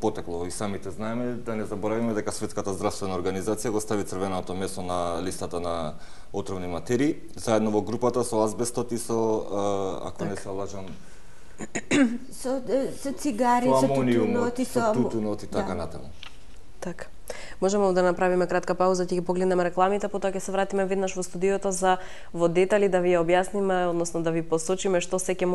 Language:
Macedonian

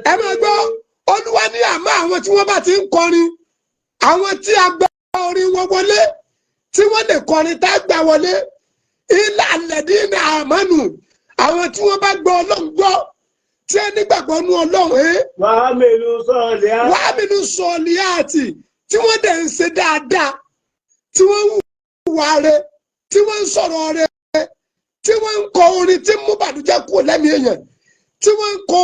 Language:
Yoruba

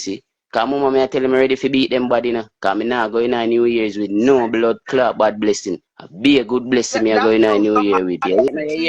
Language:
Jamaican Creole English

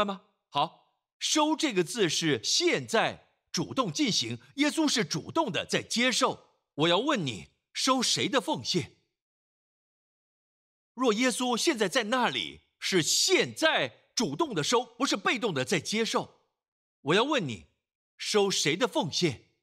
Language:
Chinese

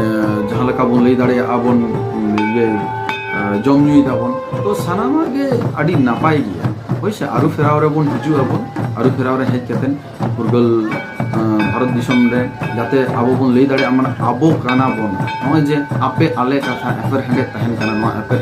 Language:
Santali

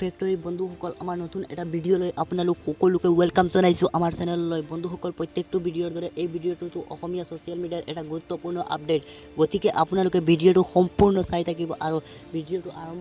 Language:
Assamese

